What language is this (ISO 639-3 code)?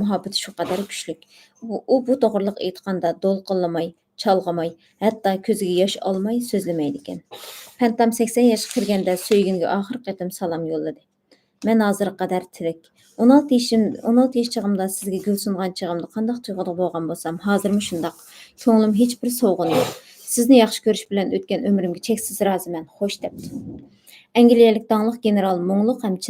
uig